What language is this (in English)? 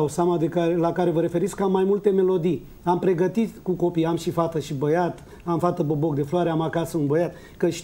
Romanian